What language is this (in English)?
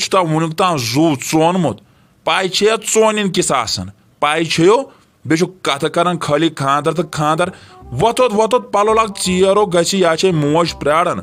Kashmiri